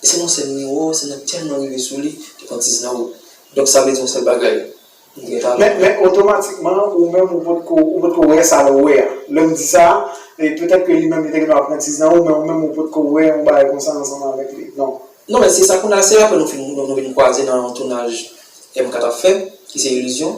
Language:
Haitian Creole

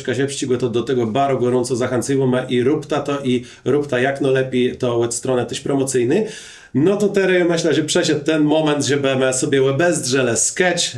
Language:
Kashubian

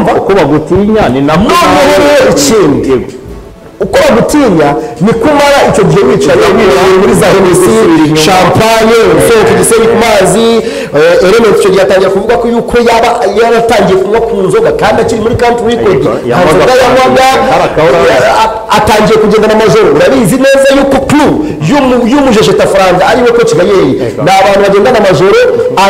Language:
Kinyarwanda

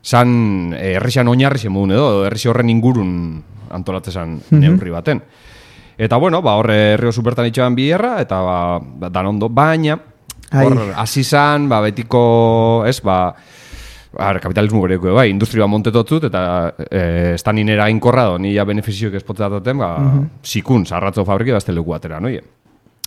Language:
Basque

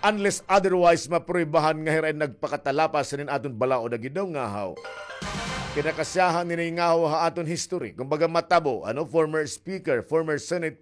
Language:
Waray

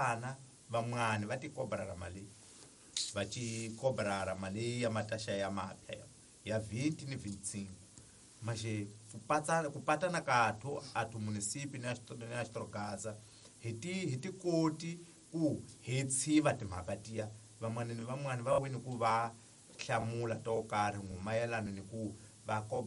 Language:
Tsonga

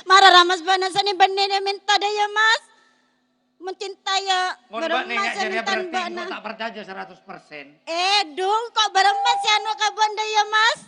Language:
Madurese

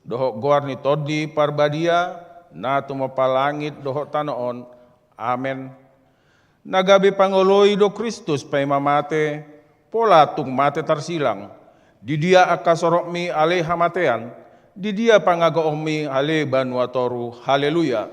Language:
Batak Toba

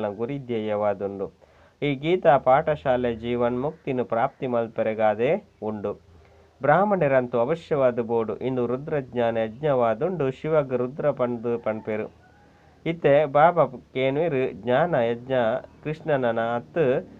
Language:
Tulu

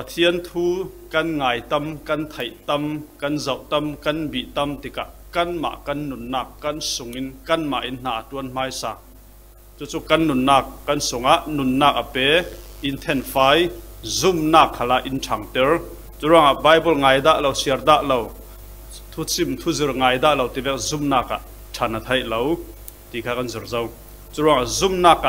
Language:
Falam Chin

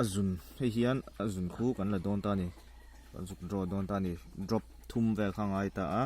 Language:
Mizo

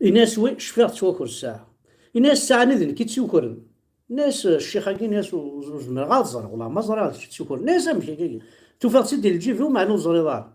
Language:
Kabyle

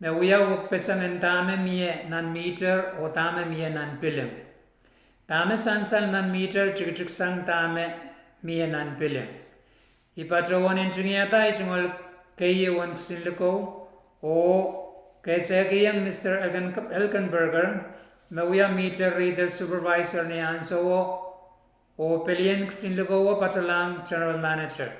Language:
Pohnpeian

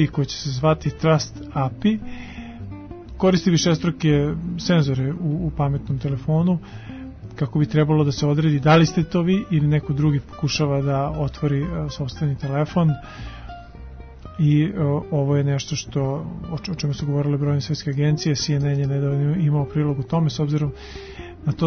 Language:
Serbian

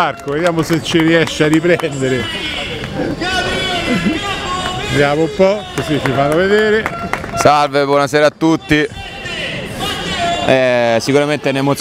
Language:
Italian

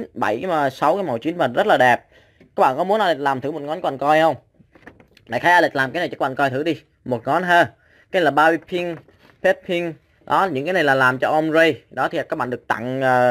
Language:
Vietnamese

